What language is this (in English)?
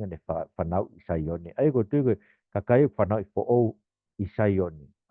Tongan